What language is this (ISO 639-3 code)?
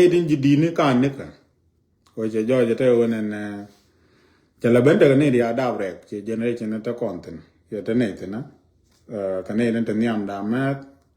nus